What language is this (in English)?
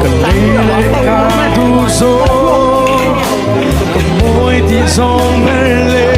Mizo